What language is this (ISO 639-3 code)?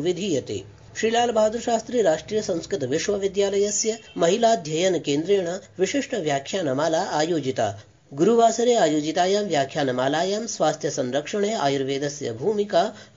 san